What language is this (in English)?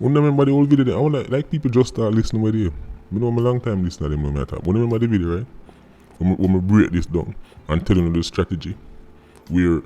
Jamaican Creole English